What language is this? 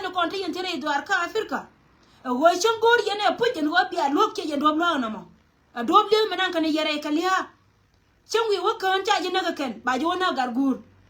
Nuer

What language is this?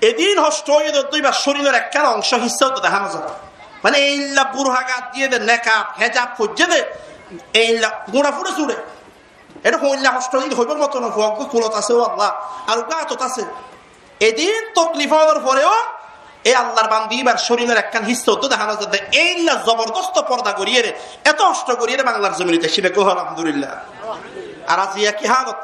Rohingya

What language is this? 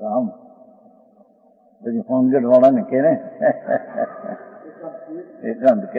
Gujarati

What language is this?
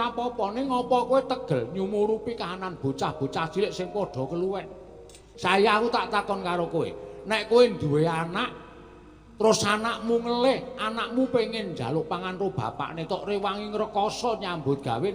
Javanese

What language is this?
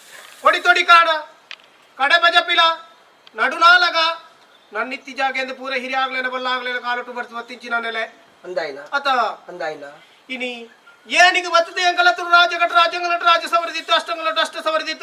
Tulu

